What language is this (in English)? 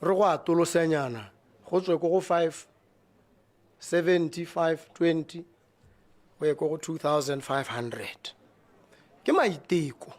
Tswana